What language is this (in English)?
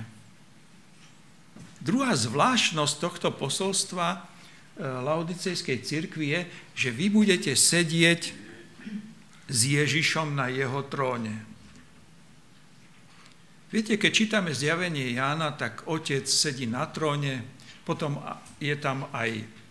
Slovak